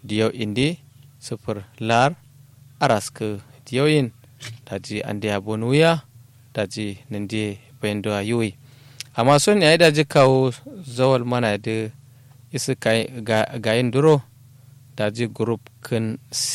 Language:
Kanuri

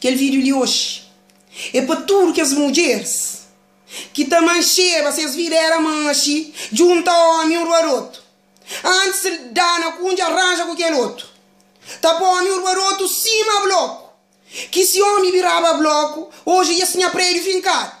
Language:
Kabuverdianu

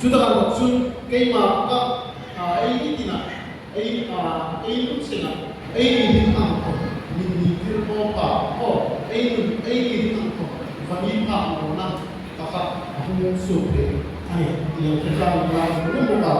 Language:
Hmar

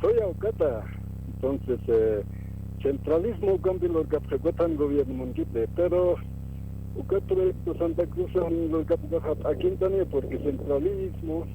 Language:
Aymara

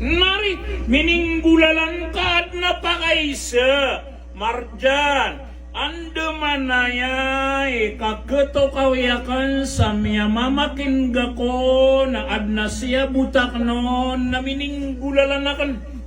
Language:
Maranao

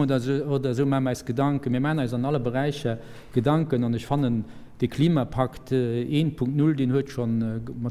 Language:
Luxembourgish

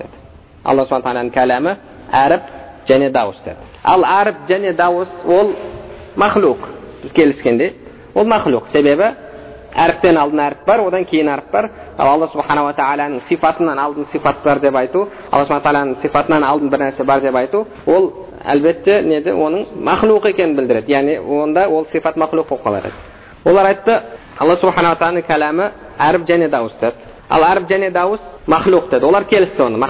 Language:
Kazakh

